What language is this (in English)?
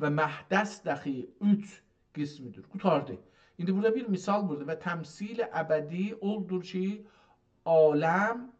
South Azerbaijani